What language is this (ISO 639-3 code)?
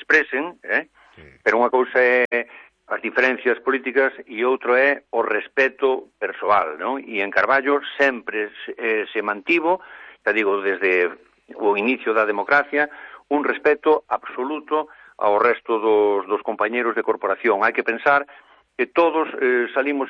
glg